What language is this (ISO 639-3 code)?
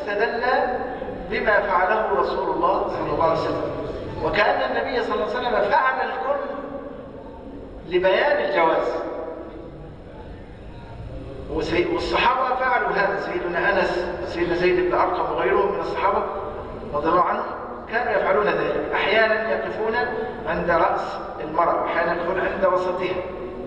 ara